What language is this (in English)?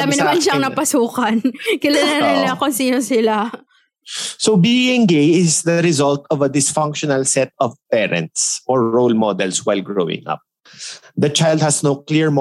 Filipino